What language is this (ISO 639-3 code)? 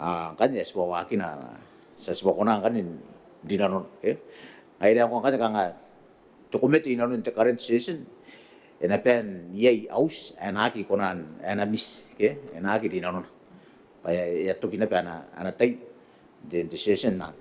gil